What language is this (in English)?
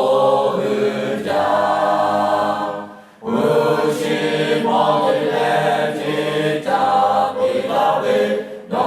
Lahu